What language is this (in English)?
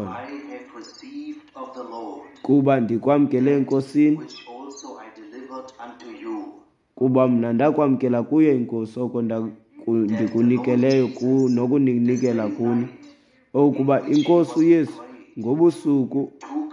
Xhosa